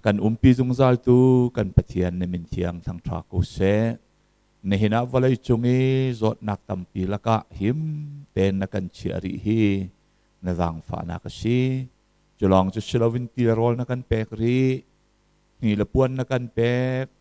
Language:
Hakha Chin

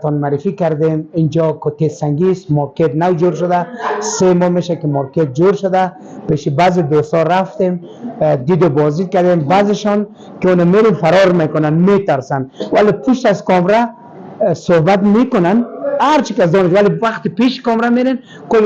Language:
Persian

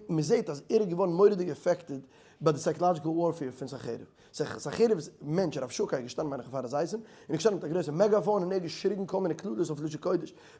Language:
Yiddish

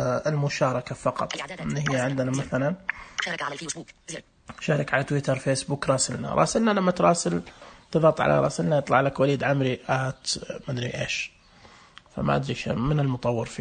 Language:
Najdi Arabic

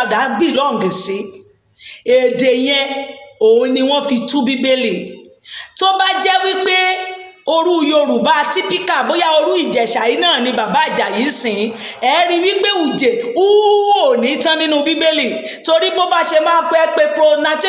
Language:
Yoruba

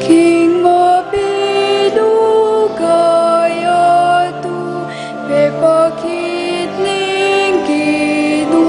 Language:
Pampanga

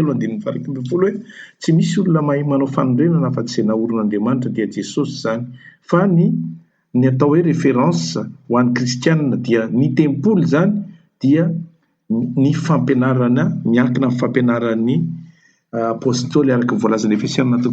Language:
Malagasy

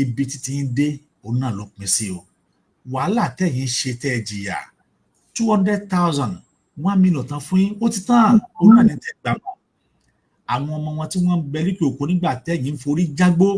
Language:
Yoruba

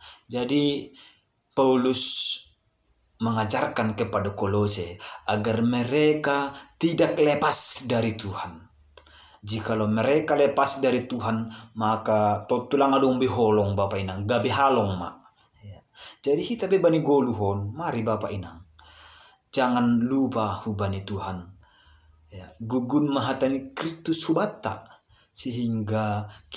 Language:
Batak Simalungun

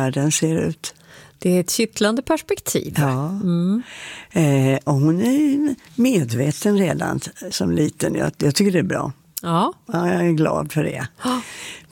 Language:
Swedish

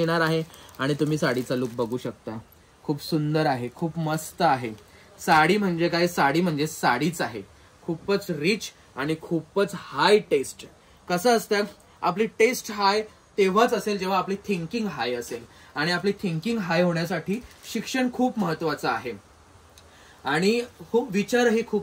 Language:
Marathi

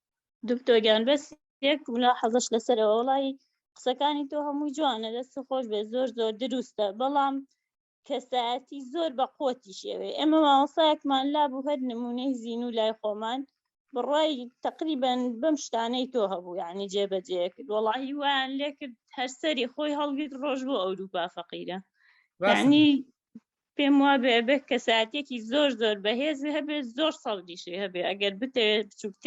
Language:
Central Kurdish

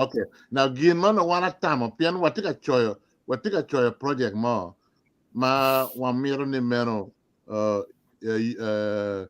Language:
Acoli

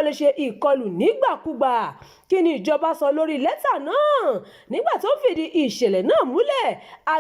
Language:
Yoruba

